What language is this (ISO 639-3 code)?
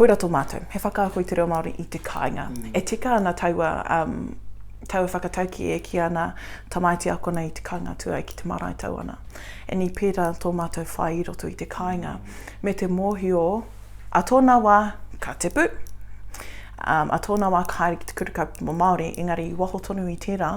mri